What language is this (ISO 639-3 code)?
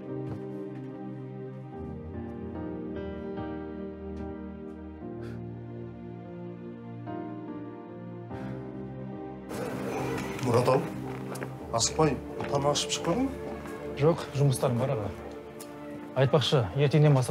kaz